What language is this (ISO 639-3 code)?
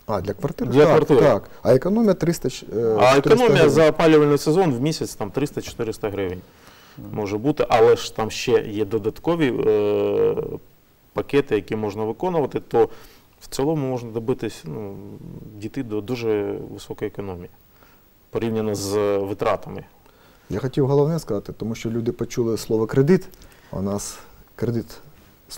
ukr